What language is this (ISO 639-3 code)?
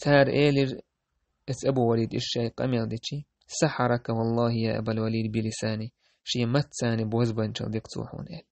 che